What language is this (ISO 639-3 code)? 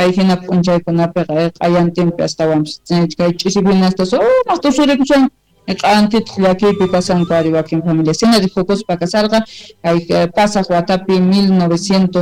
quh